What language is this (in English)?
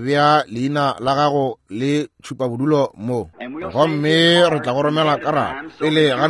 Northern Sotho